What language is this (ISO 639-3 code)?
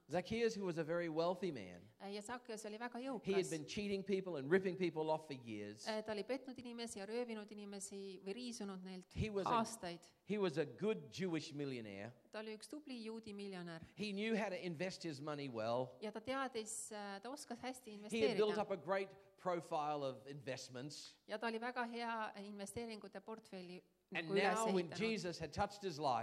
est